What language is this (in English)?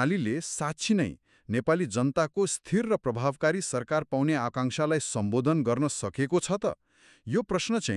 Nepali